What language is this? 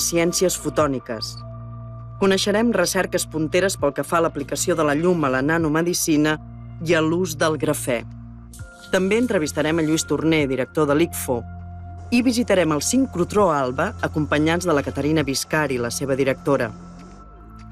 Catalan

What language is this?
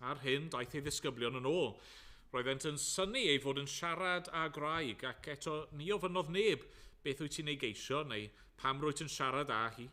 Welsh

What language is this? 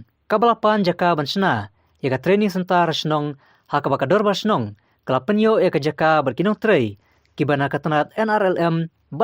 Khasi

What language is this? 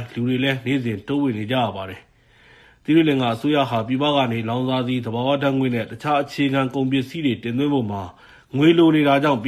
Burmese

